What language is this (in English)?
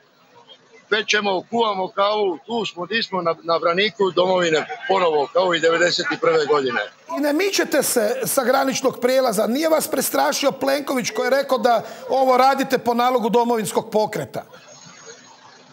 Croatian